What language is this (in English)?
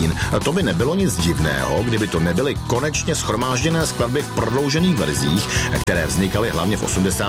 Czech